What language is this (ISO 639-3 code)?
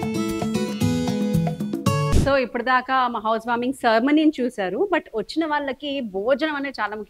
tel